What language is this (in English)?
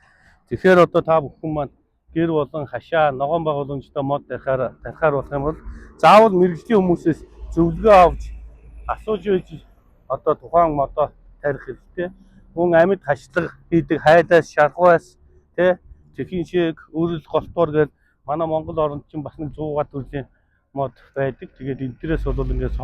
Mongolian